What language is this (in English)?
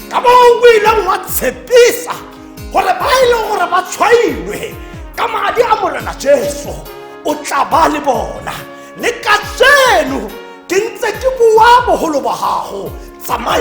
Tswana